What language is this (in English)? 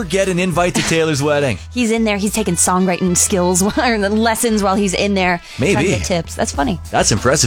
English